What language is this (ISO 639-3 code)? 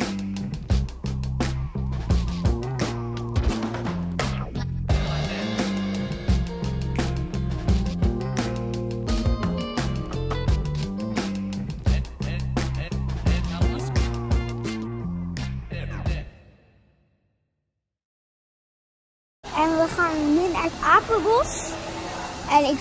nld